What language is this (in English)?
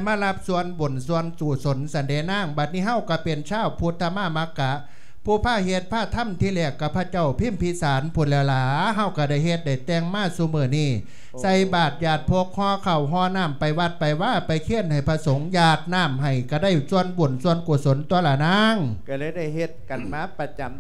Lao